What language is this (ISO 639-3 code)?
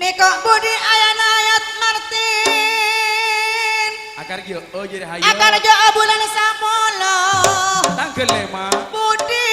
mad